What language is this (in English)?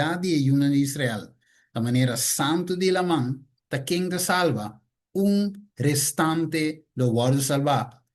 Papiamento